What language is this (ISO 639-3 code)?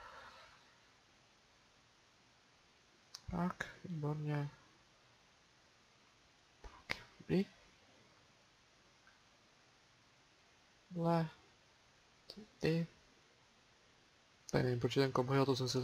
ces